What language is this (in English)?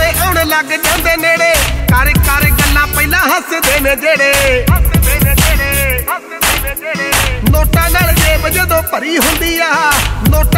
Punjabi